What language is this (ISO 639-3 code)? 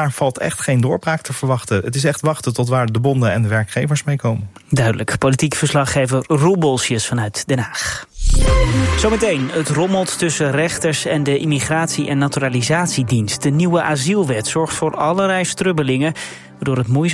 nld